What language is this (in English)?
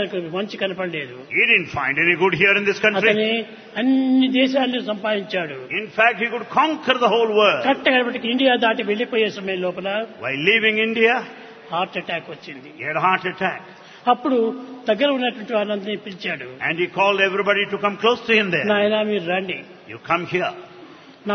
Telugu